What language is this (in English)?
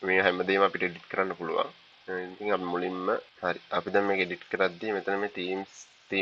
Sinhala